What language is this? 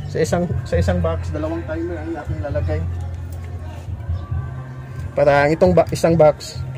Filipino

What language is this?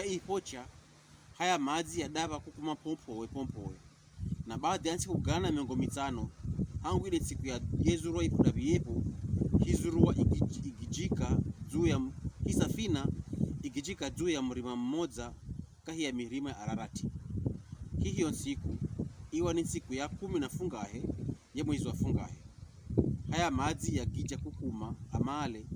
Pokomo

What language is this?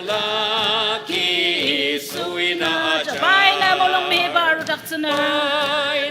Ao Naga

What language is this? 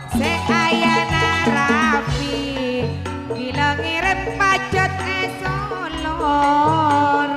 Madurese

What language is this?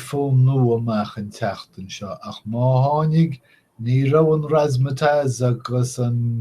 Irish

